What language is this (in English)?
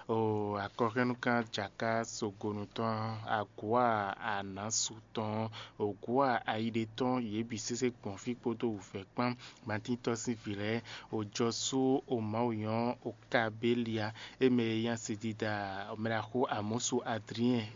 Fon